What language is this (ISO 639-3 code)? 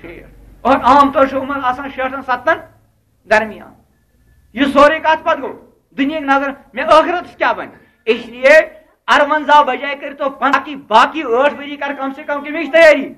kas